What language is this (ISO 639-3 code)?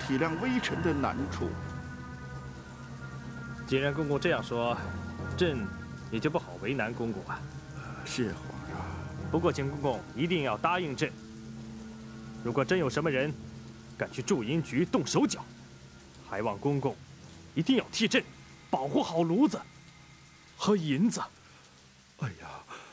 zho